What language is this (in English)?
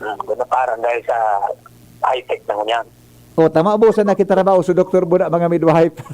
Bikol